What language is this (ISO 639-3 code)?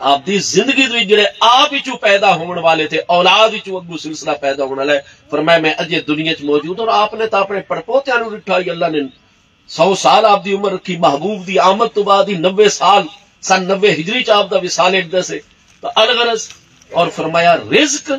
skr